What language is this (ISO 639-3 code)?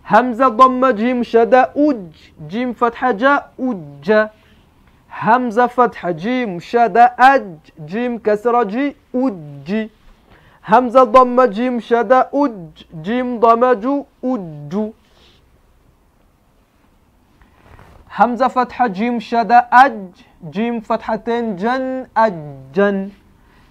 kin